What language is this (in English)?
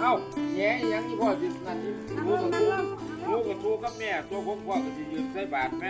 Northeastern Thai